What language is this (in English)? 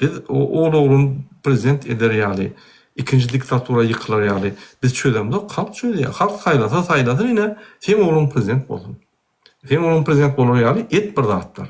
Turkmen